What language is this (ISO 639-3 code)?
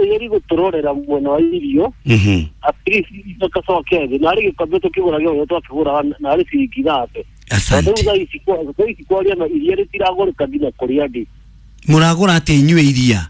kik